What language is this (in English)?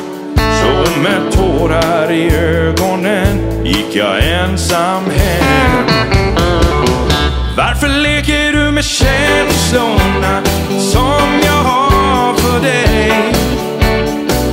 Swedish